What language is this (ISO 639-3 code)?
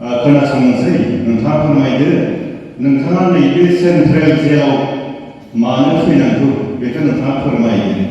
brx